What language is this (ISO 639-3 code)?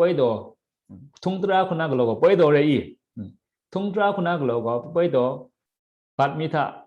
kac